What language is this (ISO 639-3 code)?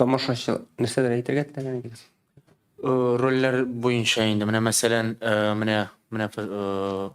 tat